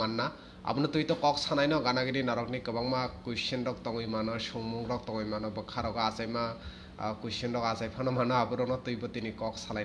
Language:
Kok Borok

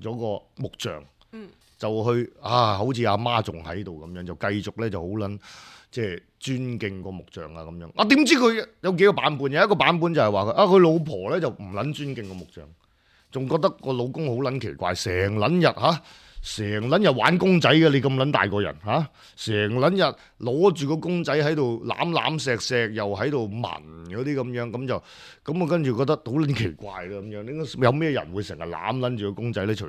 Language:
Cantonese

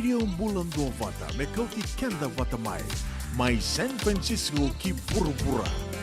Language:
Fijian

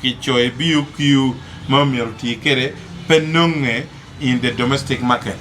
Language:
Acoli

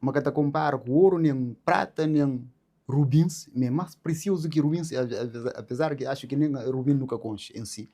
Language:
Kabuverdianu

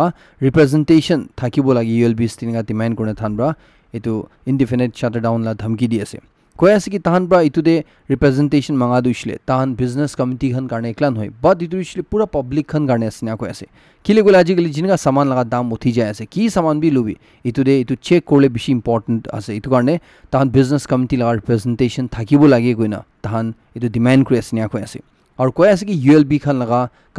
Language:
Naga Pidgin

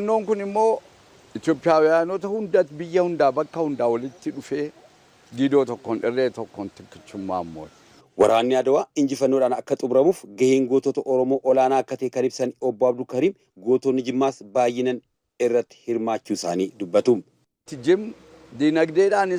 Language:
Oromo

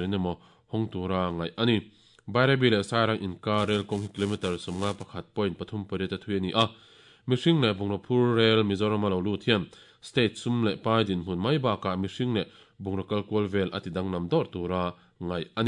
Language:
Mizo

